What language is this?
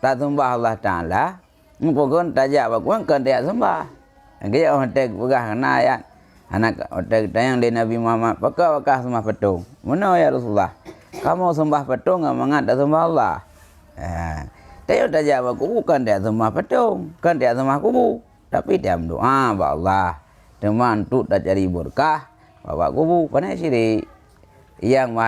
Achinese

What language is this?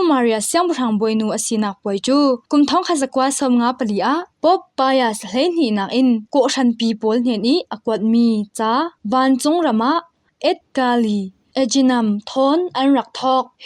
Falam Chin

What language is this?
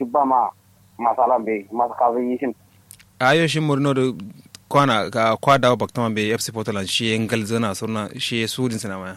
Kanuri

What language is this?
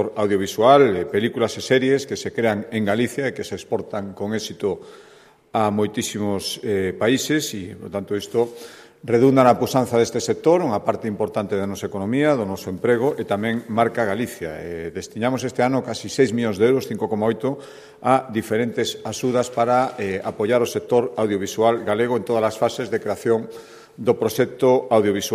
Galician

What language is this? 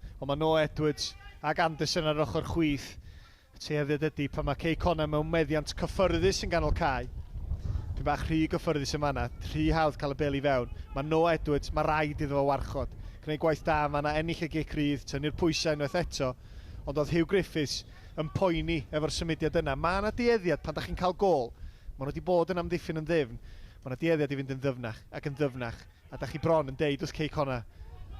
Welsh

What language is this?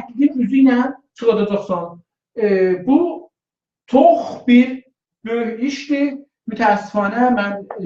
South Azerbaijani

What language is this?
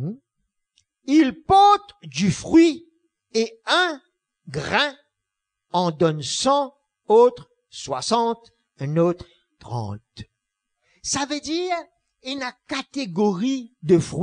Morisyen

